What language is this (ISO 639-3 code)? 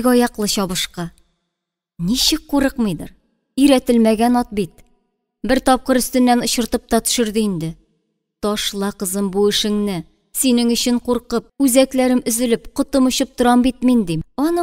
tat